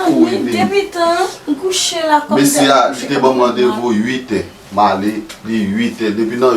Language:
Haitian Creole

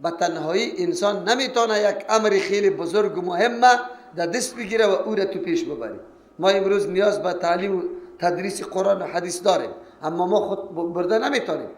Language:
Persian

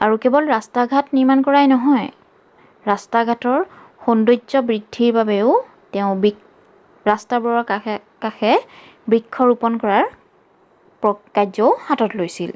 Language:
Assamese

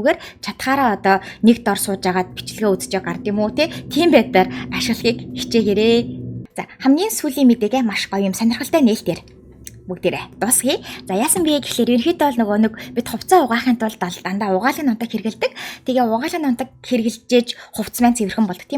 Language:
Mongolian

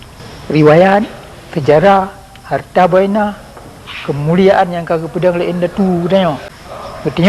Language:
Achinese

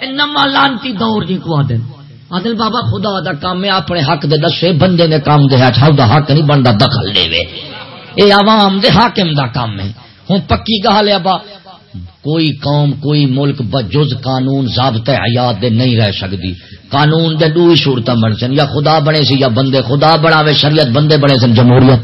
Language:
Saraiki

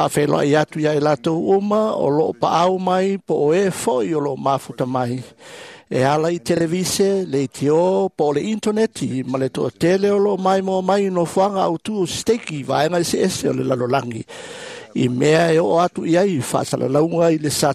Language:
Samoan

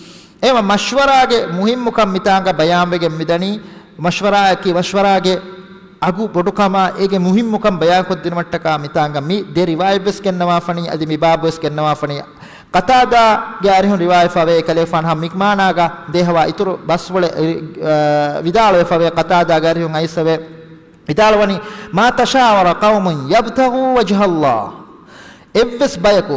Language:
Divehi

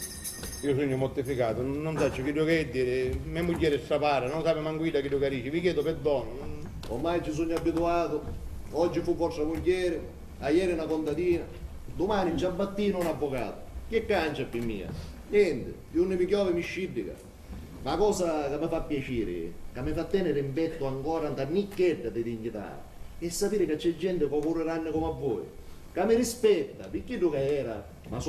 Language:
Sicilian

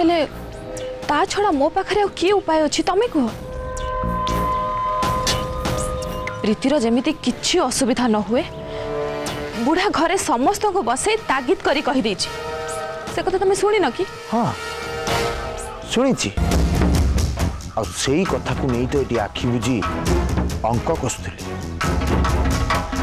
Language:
Odia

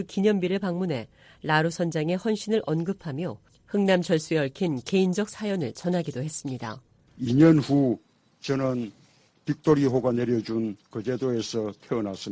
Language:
Korean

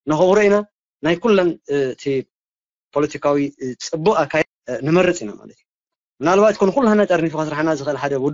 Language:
Tigrinya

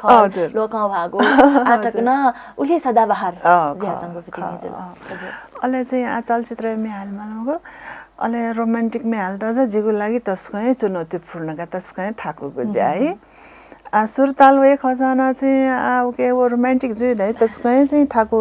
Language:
Newari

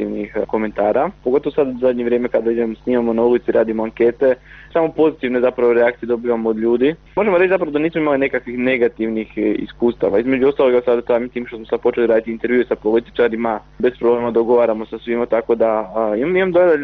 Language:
Croatian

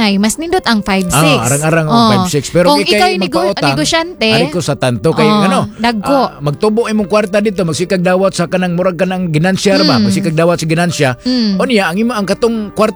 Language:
Cebuano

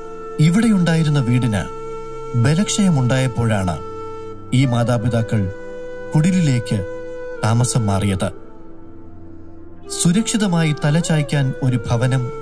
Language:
Malayalam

